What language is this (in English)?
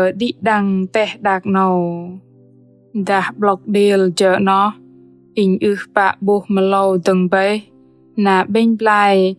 Bahnar